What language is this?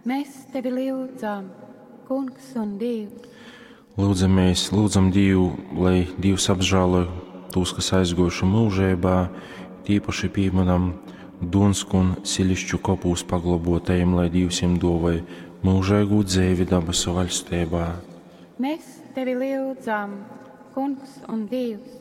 Latgalian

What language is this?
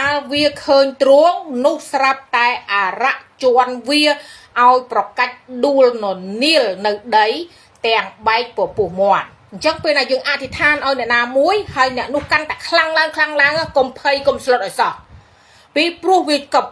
Khmer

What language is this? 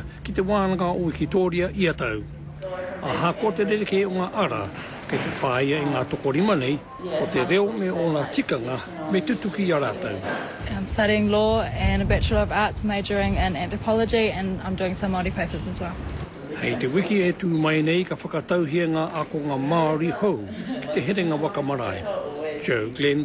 Māori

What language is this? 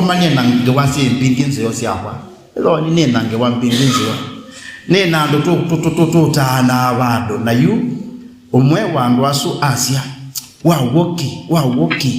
Kamba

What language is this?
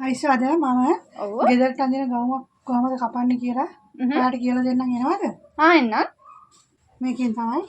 Sinhala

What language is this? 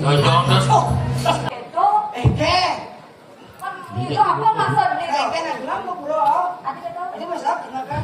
Balinese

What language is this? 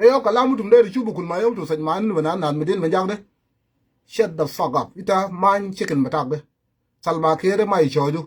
Nuer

